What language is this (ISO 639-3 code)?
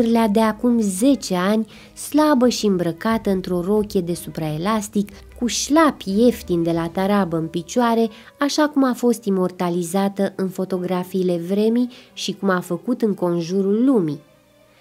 ron